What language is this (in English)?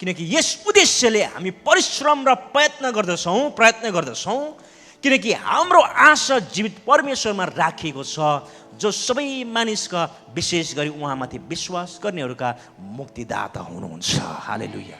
Nepali